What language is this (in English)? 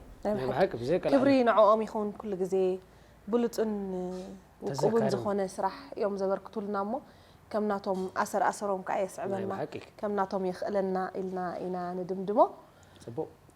Tigrinya